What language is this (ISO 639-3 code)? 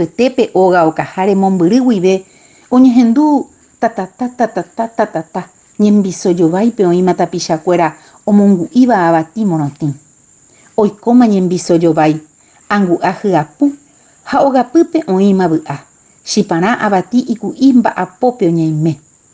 grn